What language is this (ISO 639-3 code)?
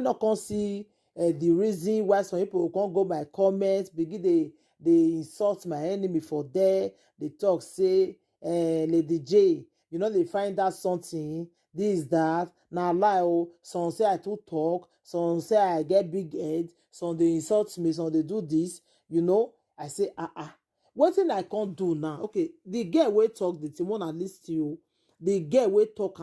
pcm